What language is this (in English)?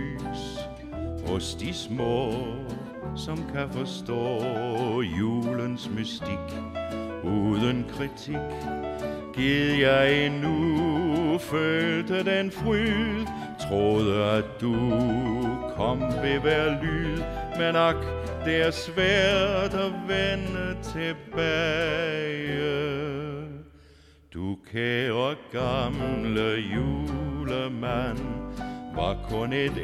Danish